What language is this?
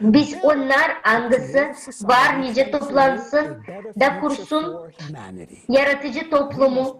Gagauz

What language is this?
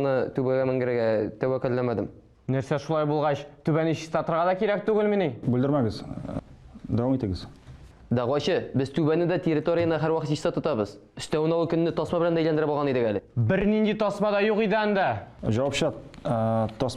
Tatar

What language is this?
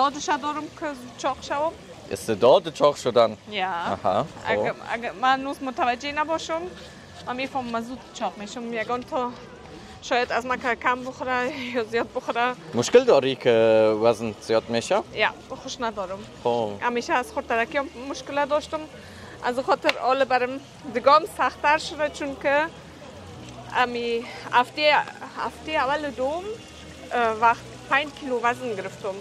Persian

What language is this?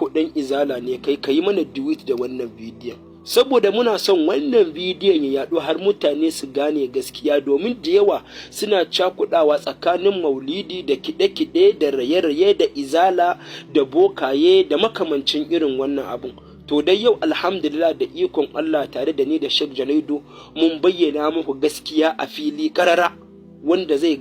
Hausa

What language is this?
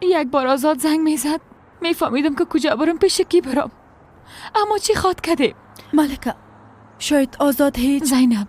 Persian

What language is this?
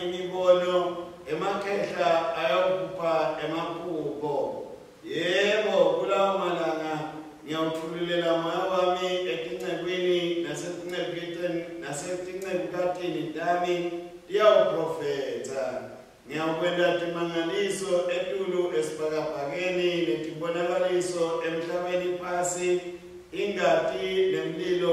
Swati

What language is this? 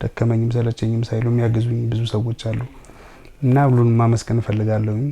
Amharic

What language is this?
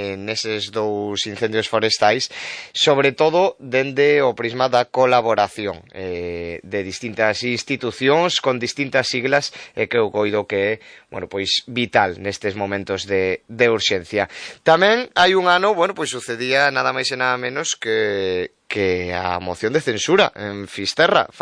Galician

